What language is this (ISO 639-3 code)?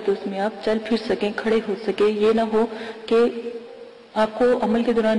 urd